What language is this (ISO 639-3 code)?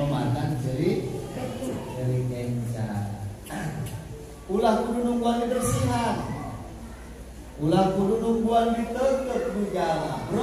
sun